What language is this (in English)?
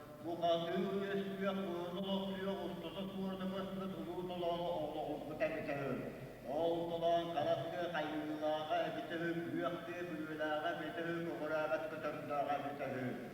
Yakut